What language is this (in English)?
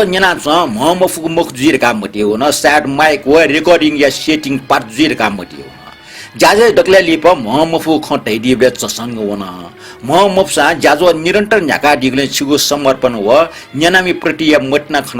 Newari